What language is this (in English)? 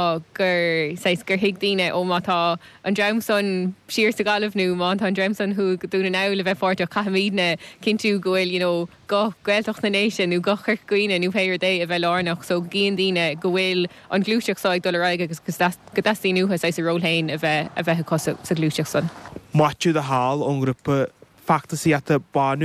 Irish